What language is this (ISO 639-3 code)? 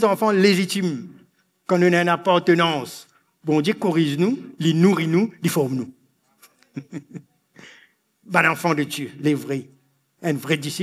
mfe